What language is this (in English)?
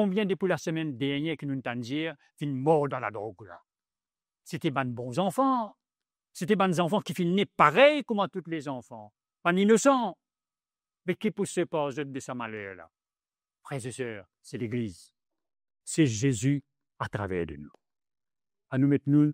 Morisyen